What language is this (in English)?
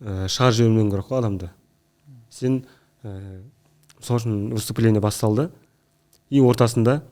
Kazakh